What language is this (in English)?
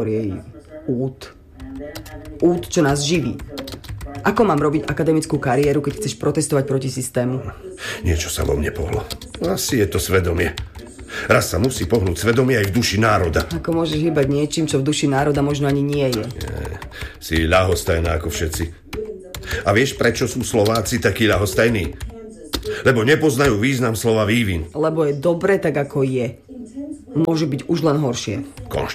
Slovak